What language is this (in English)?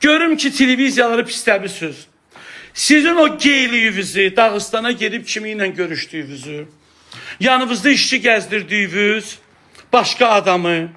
Azerbaijani